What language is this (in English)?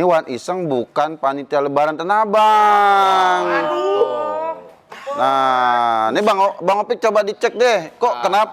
Betawi